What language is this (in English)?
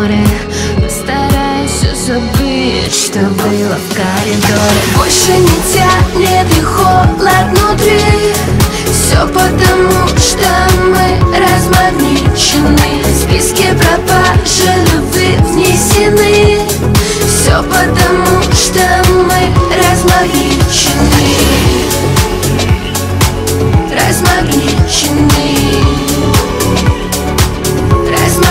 Russian